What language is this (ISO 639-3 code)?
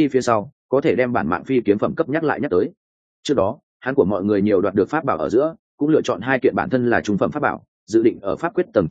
vie